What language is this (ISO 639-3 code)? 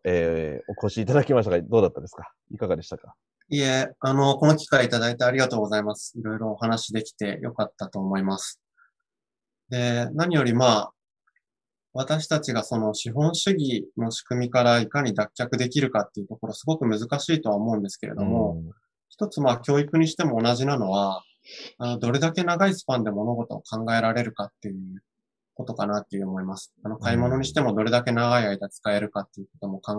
jpn